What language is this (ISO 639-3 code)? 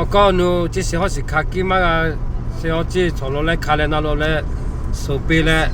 lhu